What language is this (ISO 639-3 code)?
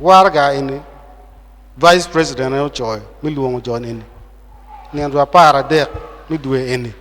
ach